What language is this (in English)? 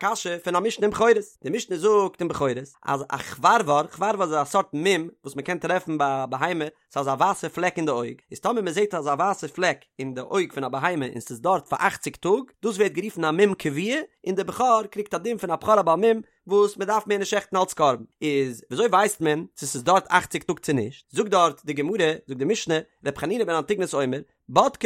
Yiddish